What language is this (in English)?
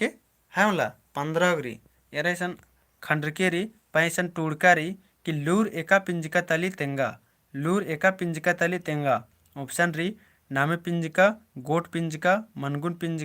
Kurukh